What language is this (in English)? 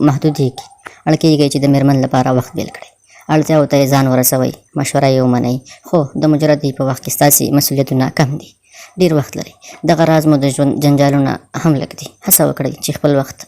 Pashto